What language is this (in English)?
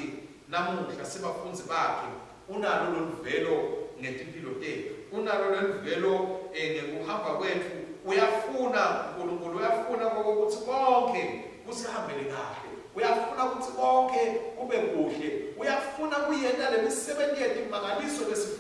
Swati